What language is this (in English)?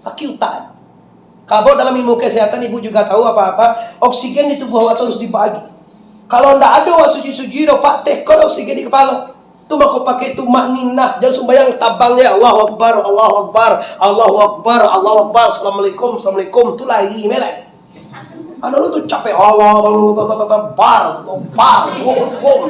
Minangkabau